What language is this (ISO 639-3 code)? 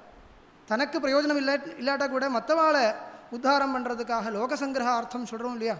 tam